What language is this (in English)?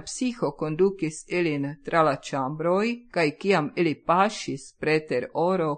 Esperanto